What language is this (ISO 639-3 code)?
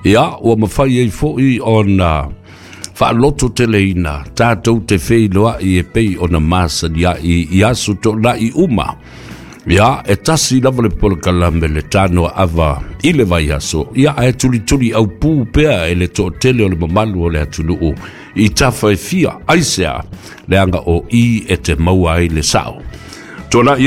smo